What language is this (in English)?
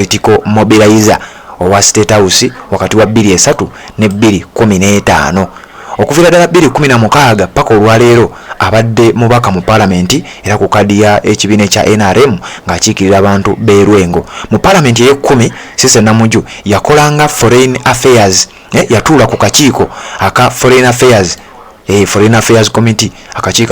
Ganda